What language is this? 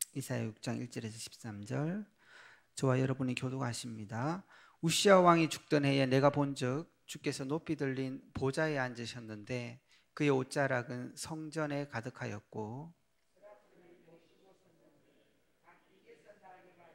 Korean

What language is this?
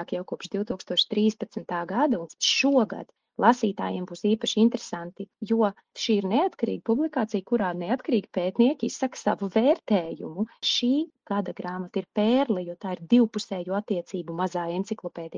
Latvian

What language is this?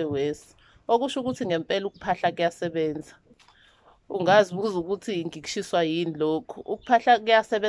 Zulu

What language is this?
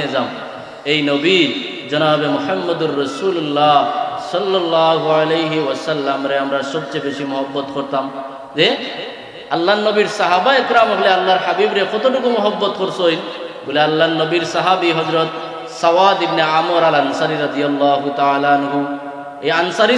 Sylheti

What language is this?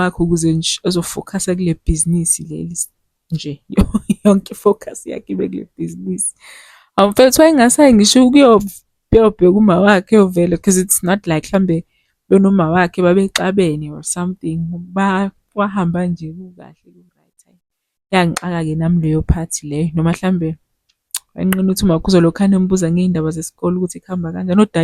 Zulu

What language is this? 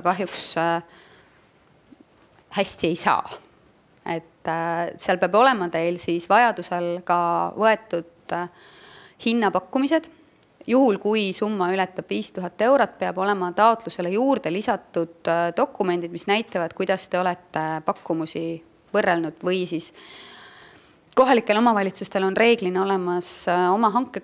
Estonian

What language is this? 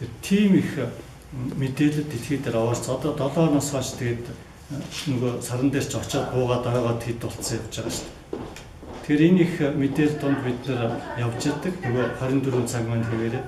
Mongolian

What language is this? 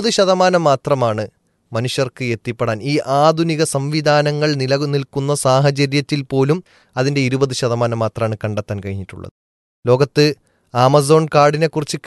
Malayalam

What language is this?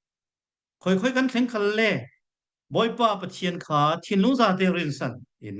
Falam Chin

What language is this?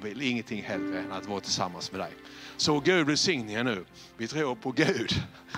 Swedish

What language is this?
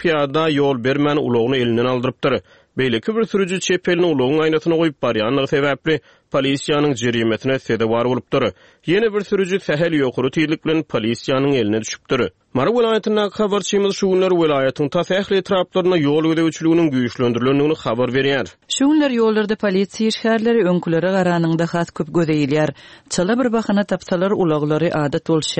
Turkmen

